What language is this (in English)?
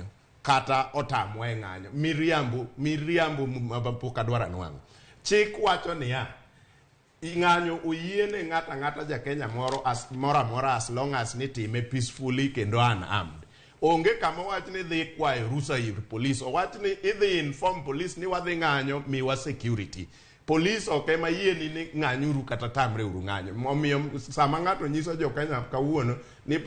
Luo (Kenya and Tanzania)